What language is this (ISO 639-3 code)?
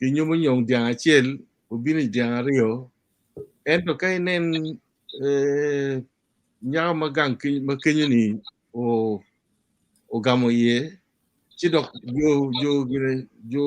ach